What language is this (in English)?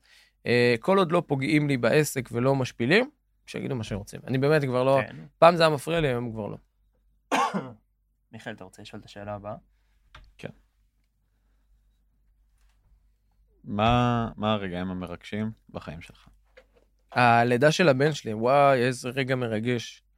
Hebrew